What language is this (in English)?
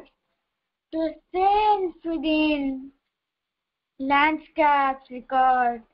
Odia